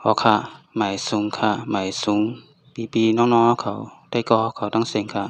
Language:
Shan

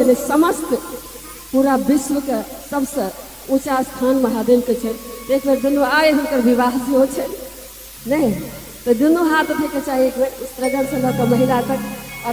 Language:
Maithili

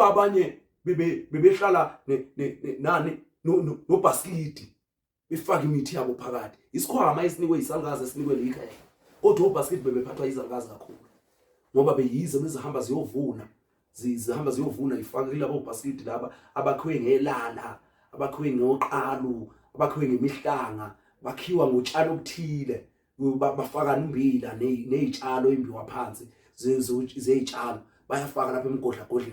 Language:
Zulu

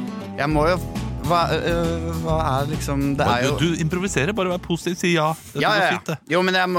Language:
Norwegian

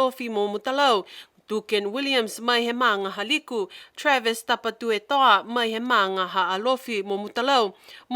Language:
Niuean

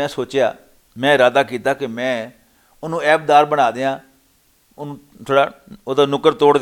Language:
Western Panjabi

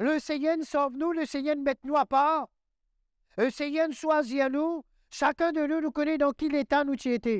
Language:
Morisyen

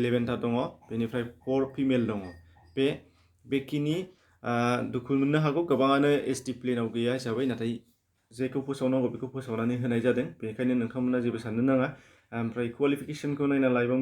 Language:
Bodo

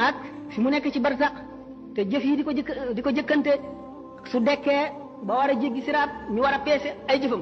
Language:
Wolof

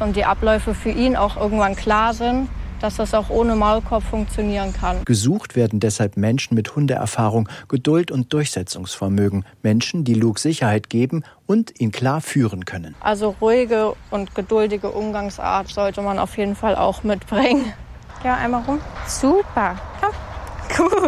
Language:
German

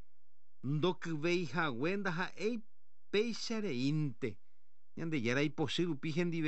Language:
Guarani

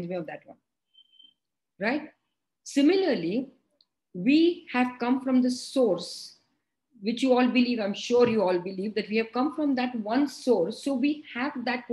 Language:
English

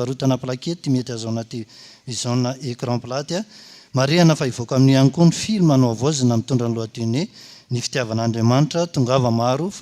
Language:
Malagasy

